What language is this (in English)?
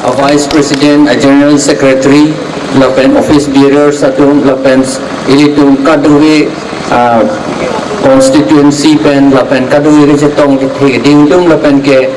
Karbi